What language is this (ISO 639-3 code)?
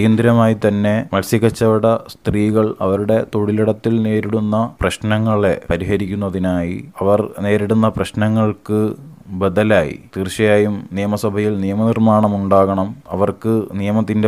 mal